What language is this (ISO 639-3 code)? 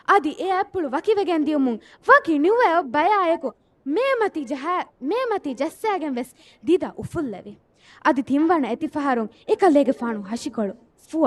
div